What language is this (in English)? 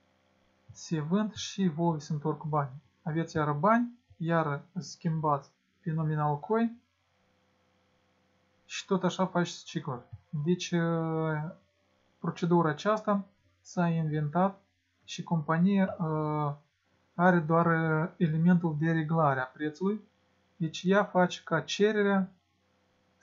Romanian